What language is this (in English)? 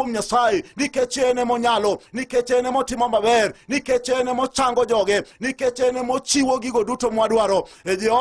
Luo (Kenya and Tanzania)